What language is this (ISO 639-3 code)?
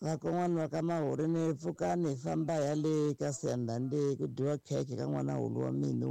tso